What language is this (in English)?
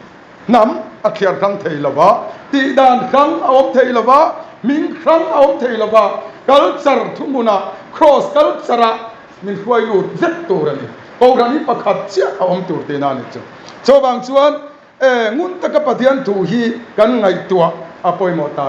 Mizo